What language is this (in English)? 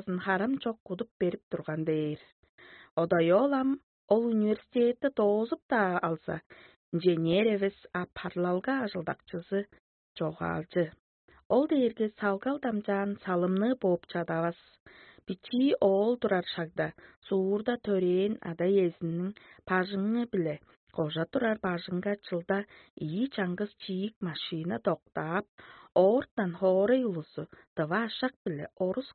Tuvinian